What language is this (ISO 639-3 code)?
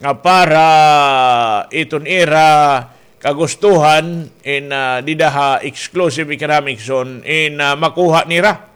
war